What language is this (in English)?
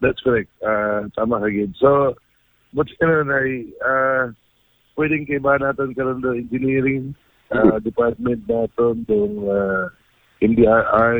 Aklanon